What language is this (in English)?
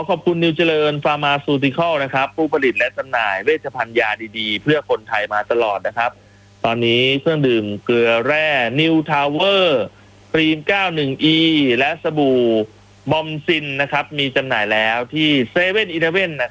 Thai